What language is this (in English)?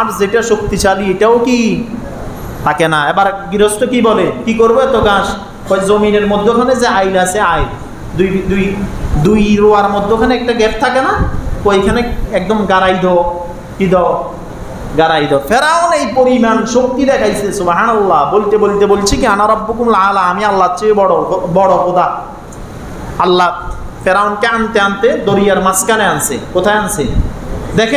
Bangla